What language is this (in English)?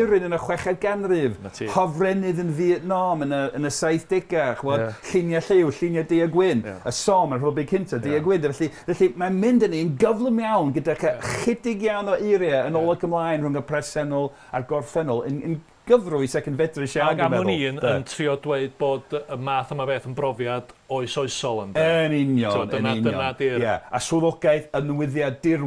Welsh